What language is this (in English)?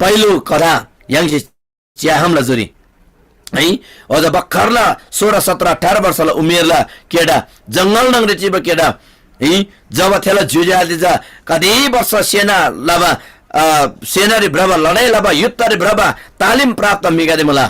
Eastern Tamang